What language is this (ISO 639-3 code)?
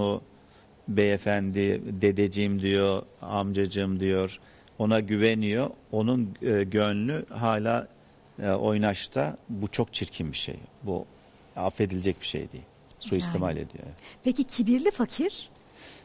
tur